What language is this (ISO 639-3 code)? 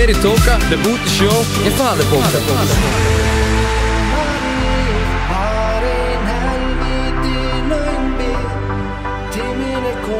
isl